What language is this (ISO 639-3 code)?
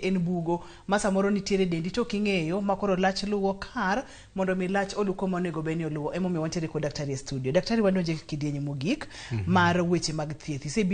luo